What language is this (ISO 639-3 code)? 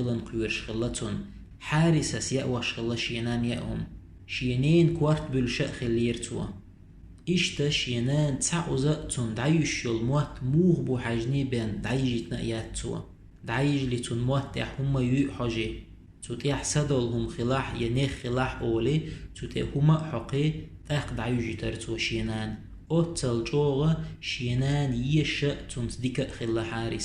che